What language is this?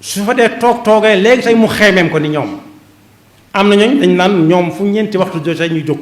Wolof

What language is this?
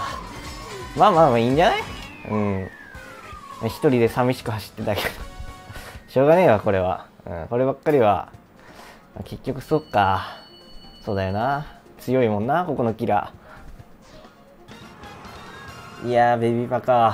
Japanese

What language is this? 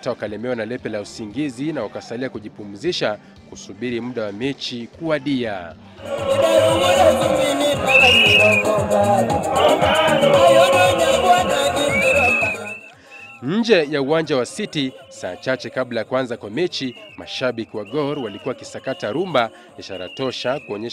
Swahili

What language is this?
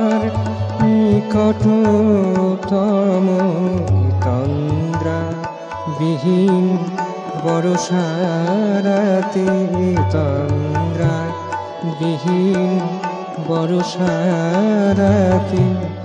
Bangla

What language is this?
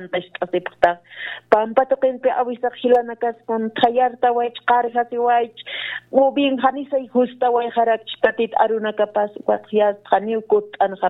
Aymara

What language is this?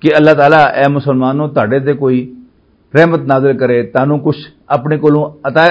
Western Panjabi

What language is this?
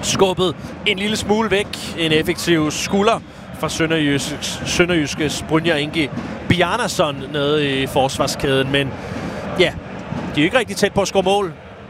Danish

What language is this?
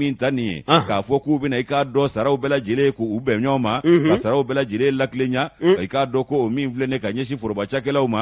Bambara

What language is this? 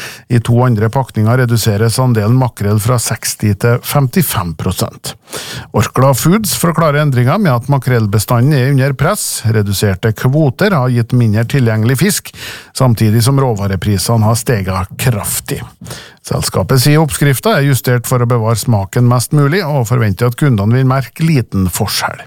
Norwegian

